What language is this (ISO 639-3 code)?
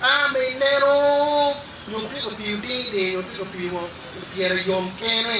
ach